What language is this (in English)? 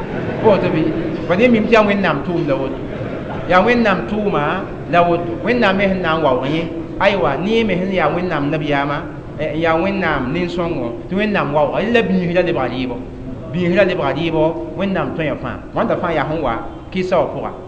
Mossi